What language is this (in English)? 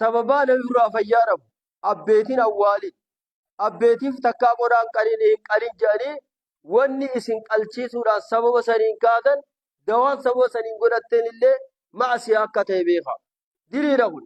Oromo